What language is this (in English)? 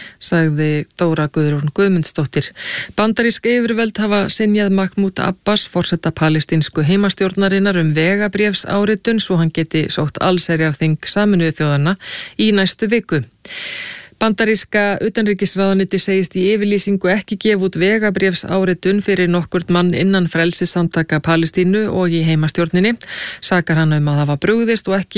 Icelandic